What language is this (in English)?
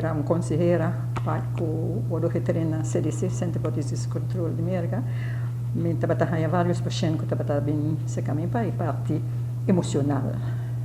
Papiamento